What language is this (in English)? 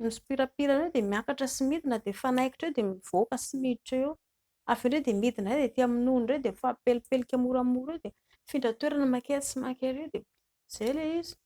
Malagasy